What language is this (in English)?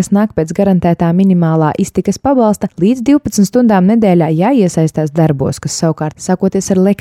Latvian